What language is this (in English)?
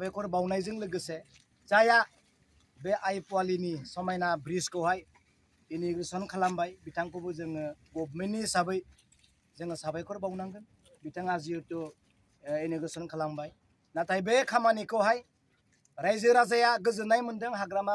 Bodo